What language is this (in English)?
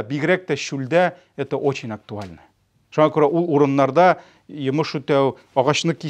Tatar